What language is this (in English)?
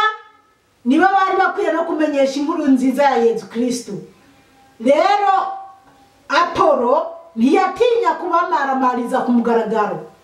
Rundi